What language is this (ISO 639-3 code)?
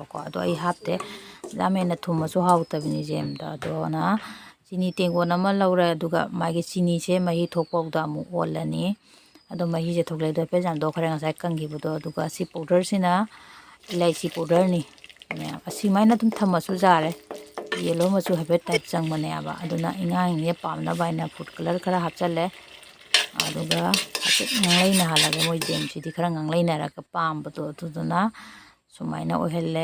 mni